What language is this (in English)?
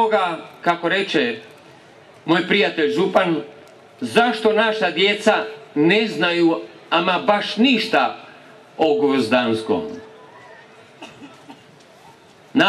Croatian